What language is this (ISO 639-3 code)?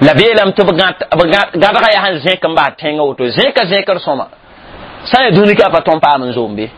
mos